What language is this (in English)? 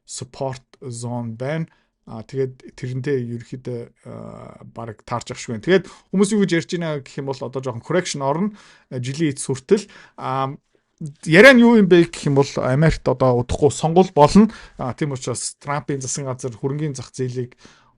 Mongolian